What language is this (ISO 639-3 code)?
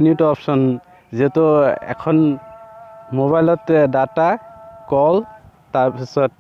asm